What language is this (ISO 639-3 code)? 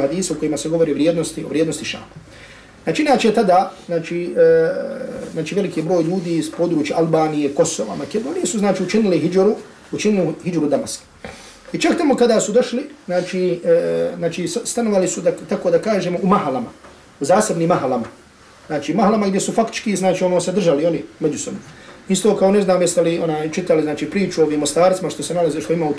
bos